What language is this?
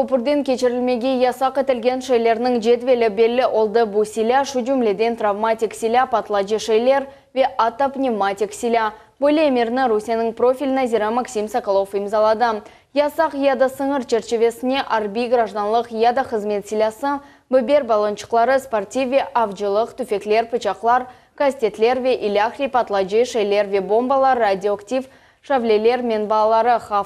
Crimean Tatar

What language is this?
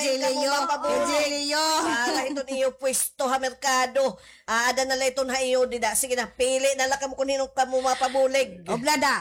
Waray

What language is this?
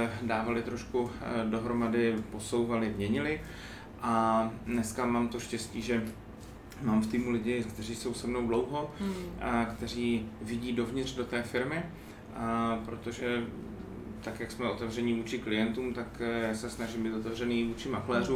Czech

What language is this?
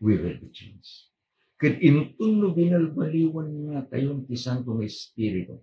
Iloko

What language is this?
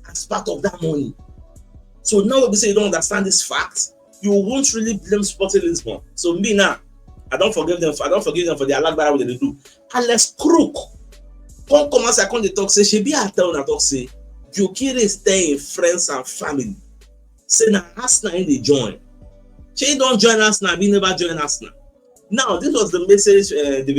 Nigerian Pidgin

